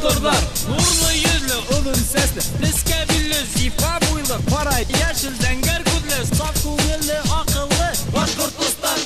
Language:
Bashkir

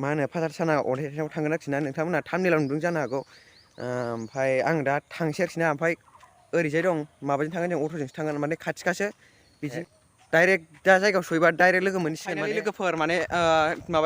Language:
Bodo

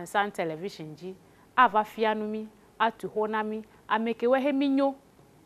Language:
Ewe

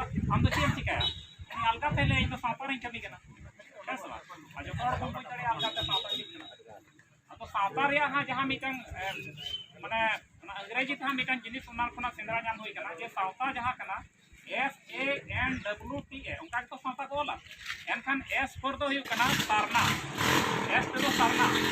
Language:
Santali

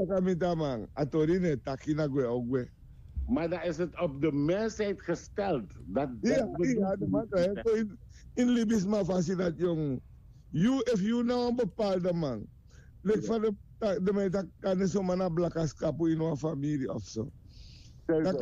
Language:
Sranan Tongo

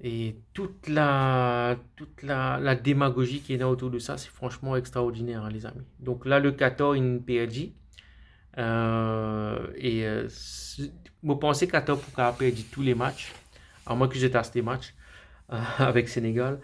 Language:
Morisyen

